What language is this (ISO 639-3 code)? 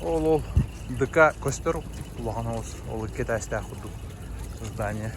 sah